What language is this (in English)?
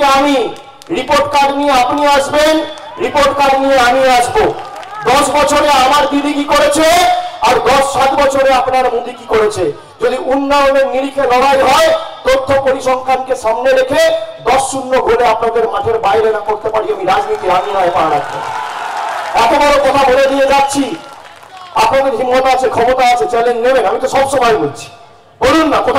Bangla